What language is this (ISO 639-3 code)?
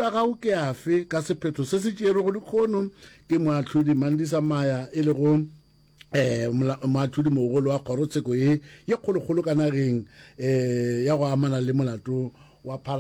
nso